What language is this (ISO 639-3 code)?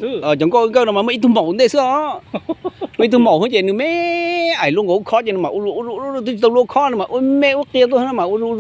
hmn